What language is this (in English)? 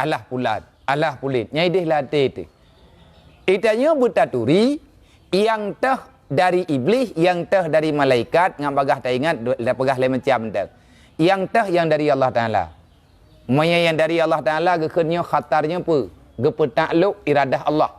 Achinese